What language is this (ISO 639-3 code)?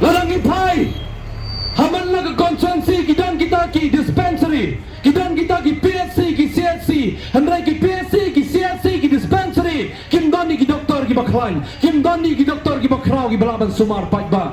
kha